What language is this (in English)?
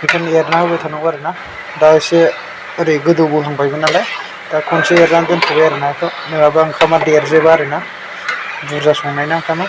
Bodo